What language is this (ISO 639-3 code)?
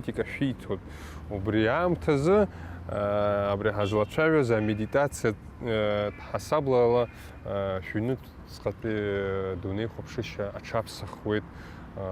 abk